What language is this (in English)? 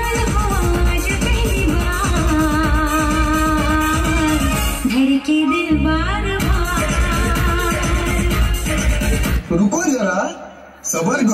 Hindi